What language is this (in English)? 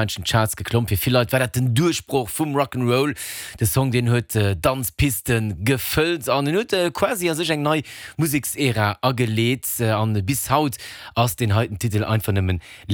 Luxembourgish